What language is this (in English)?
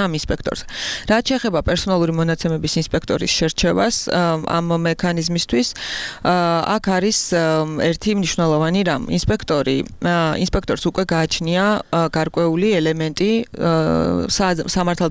Georgian